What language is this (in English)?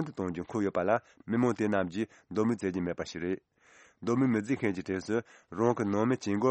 Tibetan